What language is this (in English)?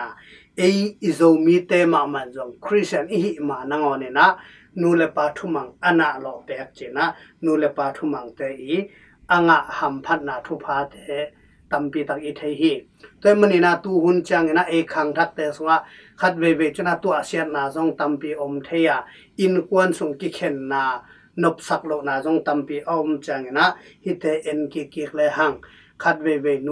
Tedim Chin